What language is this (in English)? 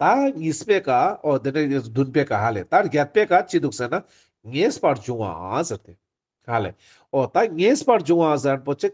Ladakhi